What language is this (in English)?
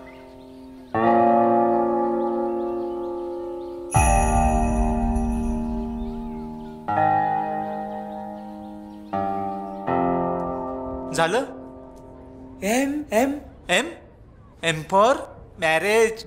Marathi